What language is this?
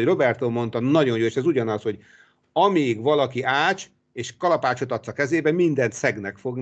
Hungarian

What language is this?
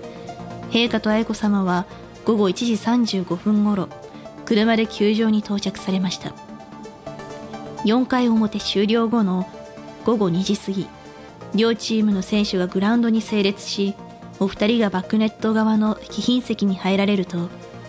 Japanese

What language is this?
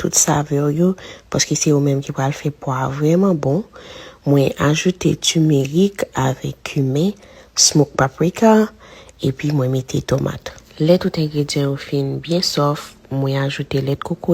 Haitian Creole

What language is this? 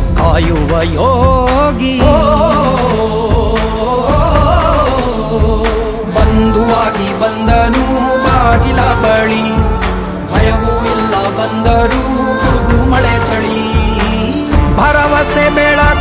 Kannada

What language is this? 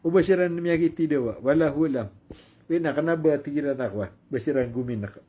Maranao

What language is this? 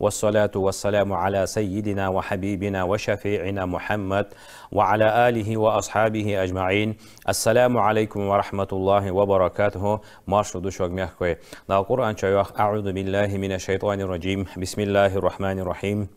Ingush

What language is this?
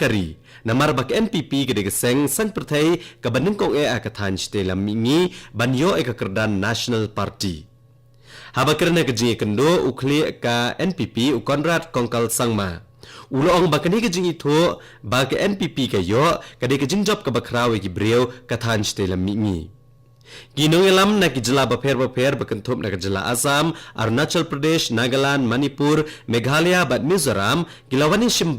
Khasi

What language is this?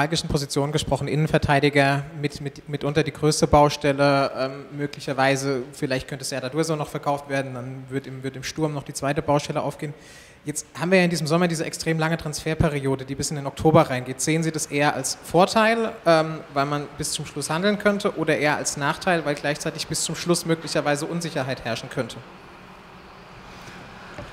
German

